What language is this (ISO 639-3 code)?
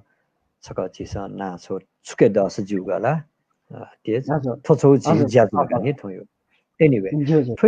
new